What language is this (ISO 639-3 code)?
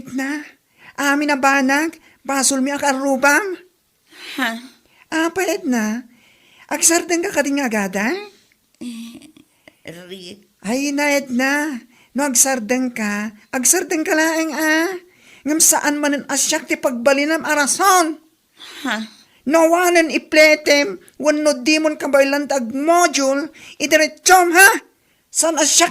ilo